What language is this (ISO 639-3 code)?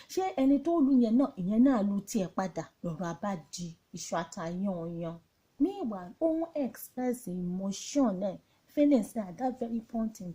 yor